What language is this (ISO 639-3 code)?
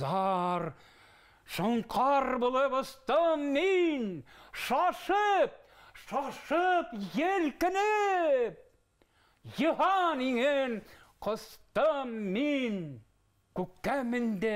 bak